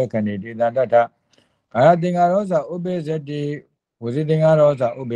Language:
Burmese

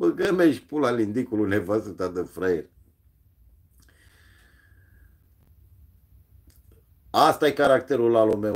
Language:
Romanian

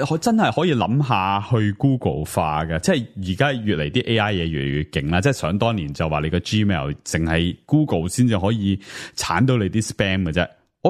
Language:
Cantonese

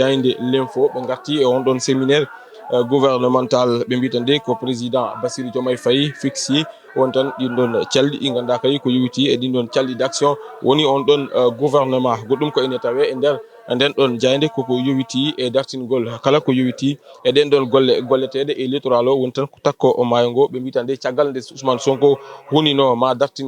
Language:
Fula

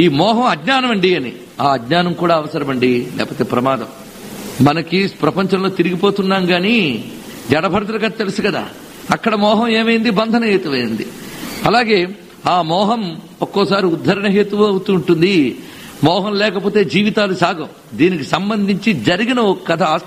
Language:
Telugu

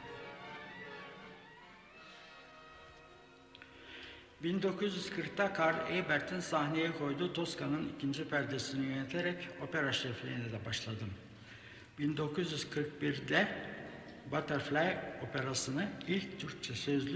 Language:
Turkish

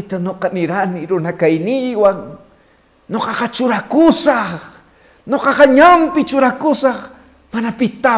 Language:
Quechua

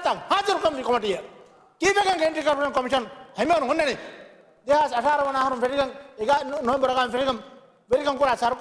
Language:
Divehi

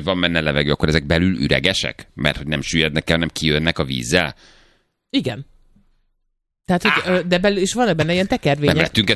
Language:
Hungarian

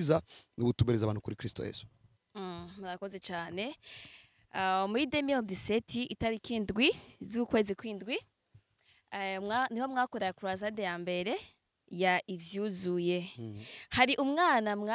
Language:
Rundi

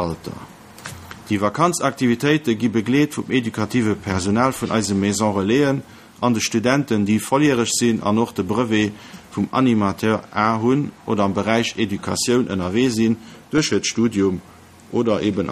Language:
Luxembourgish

